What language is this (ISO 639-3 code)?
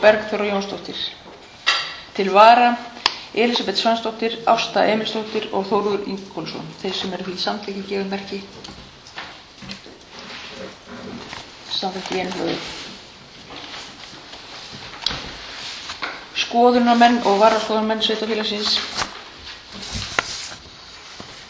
isl